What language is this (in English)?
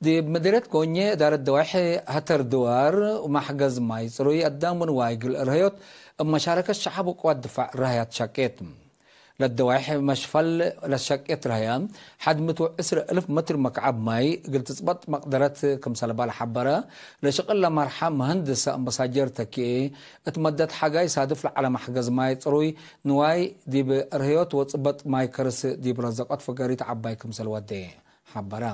Tigre